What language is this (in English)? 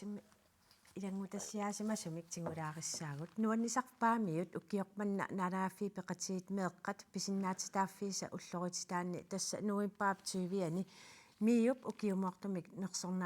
Kalaallisut